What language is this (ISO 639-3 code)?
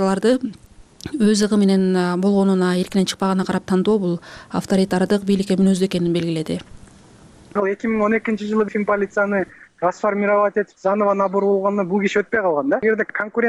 kir